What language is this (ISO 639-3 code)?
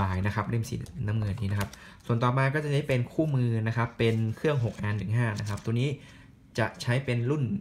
tha